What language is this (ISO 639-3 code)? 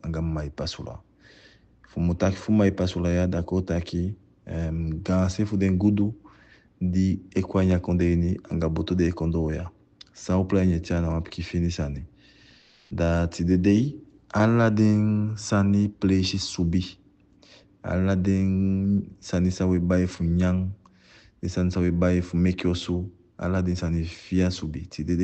djk